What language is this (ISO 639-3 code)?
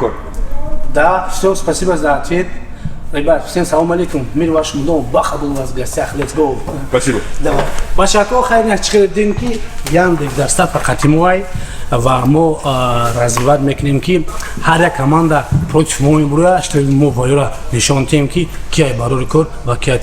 tgk